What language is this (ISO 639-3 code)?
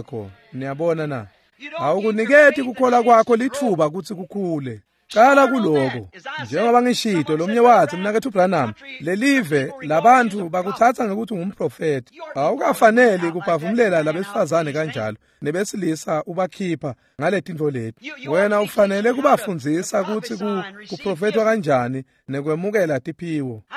ssw